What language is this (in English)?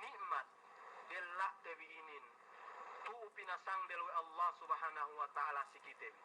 Yakan